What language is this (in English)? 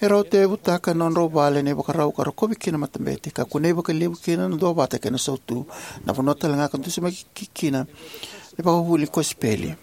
Fijian